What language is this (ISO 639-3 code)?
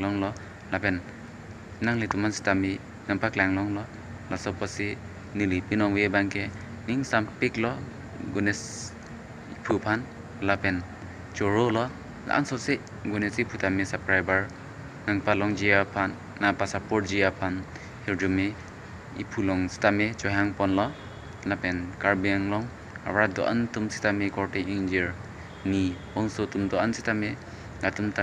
mjw